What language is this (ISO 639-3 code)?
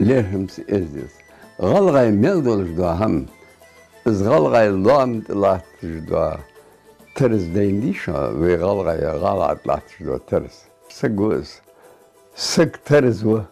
inh